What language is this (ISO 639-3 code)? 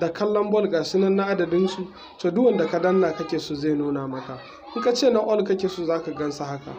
hau